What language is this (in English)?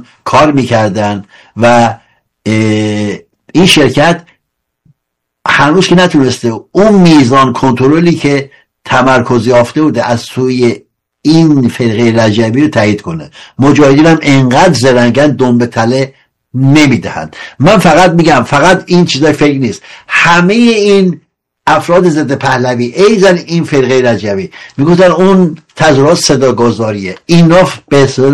Persian